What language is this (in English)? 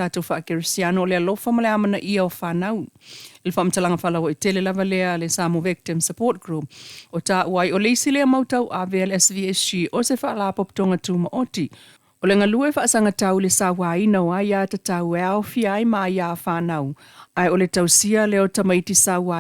Samoan